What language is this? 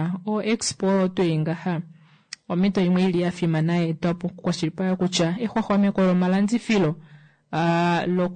Kuanyama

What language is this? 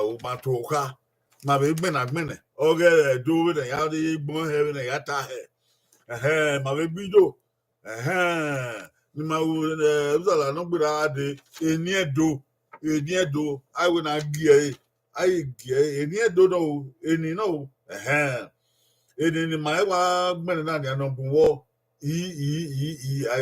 Bini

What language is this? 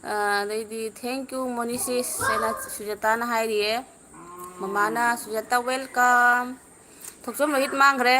Manipuri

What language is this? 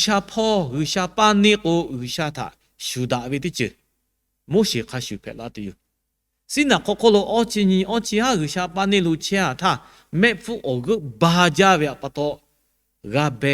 Lahu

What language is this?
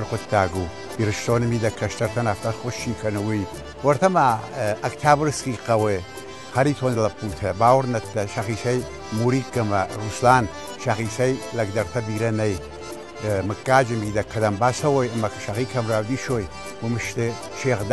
Ossetic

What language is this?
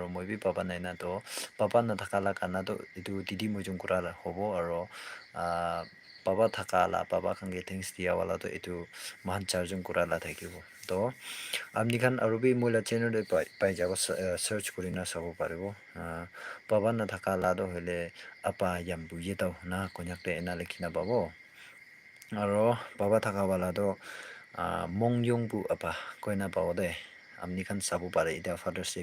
Naga Pidgin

